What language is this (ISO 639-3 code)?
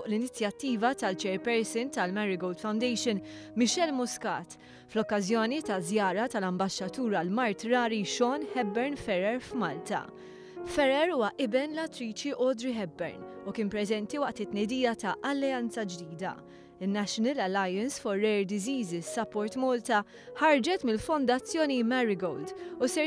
mlt